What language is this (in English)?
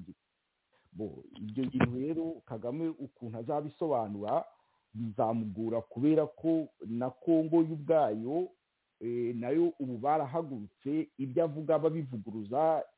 Kinyarwanda